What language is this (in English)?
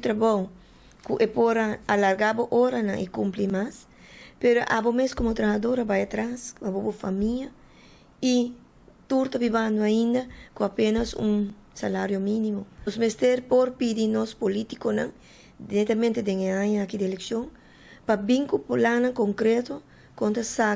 Papiamento